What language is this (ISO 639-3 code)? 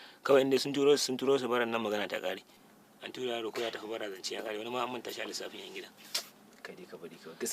hau